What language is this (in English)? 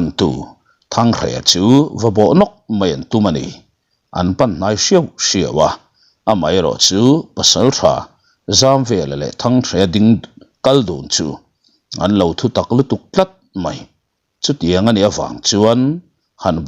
Mizo